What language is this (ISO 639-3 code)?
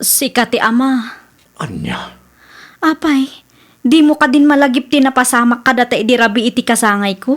ilo